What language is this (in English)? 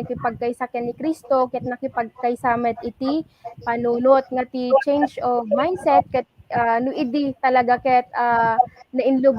Iloko